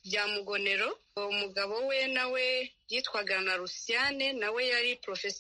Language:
Kinyarwanda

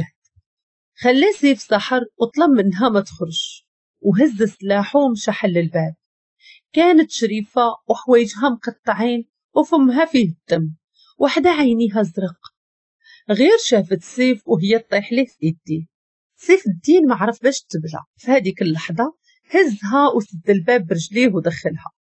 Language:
Moroccan Arabic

